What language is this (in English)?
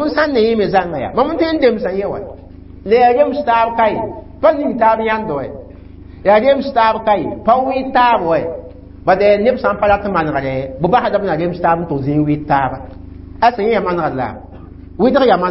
Mossi